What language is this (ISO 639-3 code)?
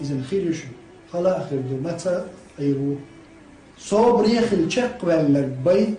che